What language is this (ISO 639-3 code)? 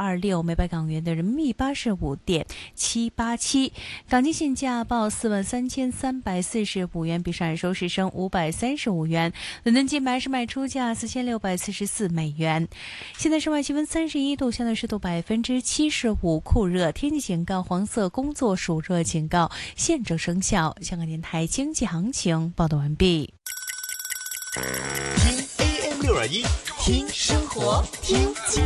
zho